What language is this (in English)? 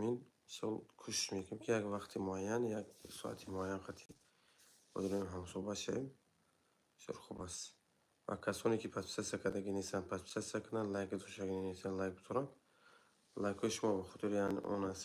Tajik